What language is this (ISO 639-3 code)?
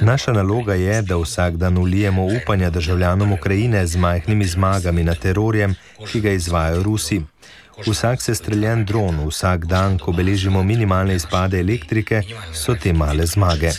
slv